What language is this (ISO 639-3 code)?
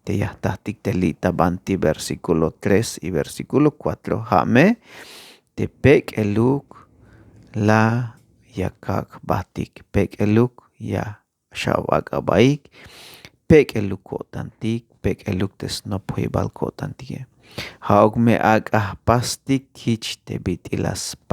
tzh